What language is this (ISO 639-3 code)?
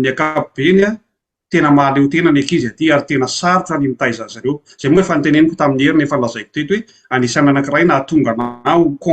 mlg